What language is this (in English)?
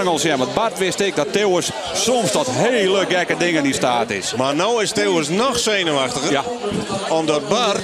Western Frisian